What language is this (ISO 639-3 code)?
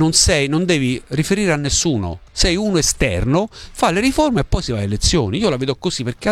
ita